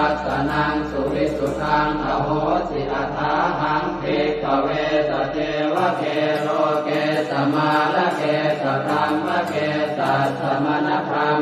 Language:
Pali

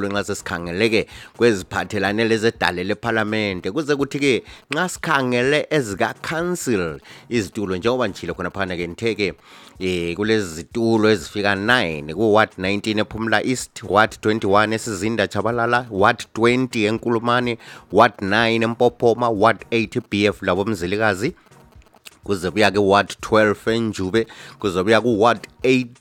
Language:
North Ndebele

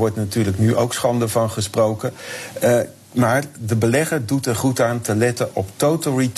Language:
Dutch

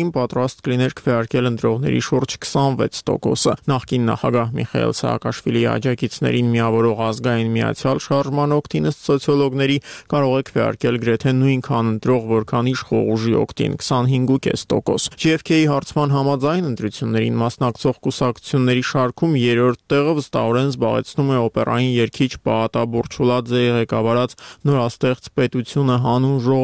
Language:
Armenian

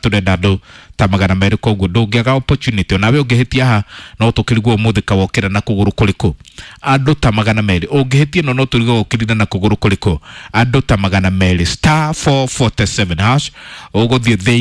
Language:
Kikuyu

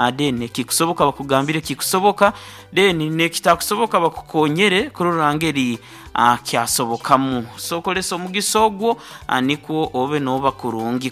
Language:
Nyoro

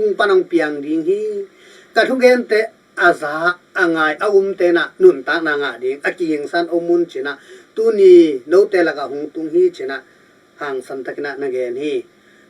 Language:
Tedim Chin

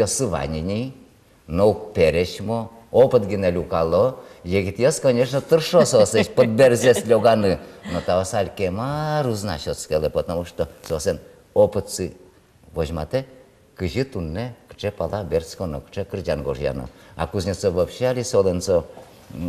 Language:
Udmurt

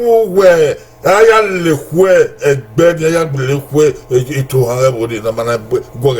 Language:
Bini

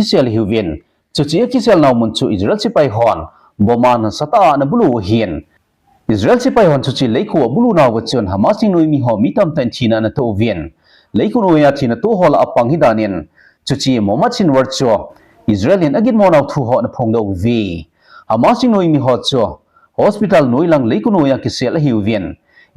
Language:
Thado Chin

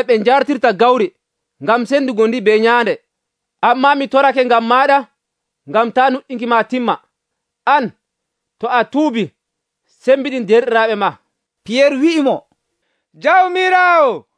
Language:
Nigerian Fulfulde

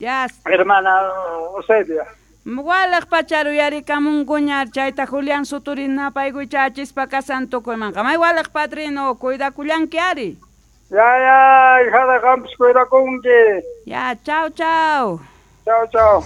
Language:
South Bolivian Quechua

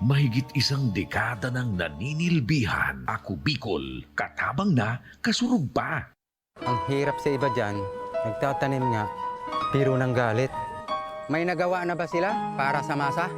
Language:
Bikol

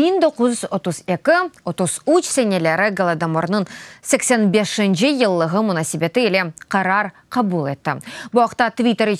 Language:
Crimean Tatar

